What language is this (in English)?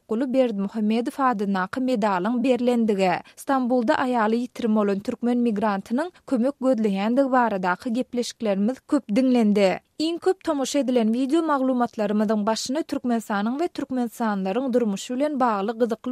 Turkmen